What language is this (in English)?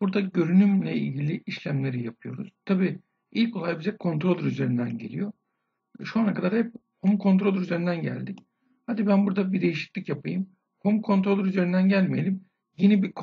Turkish